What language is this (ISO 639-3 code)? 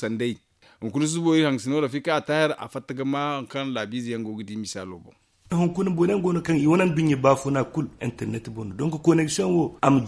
dje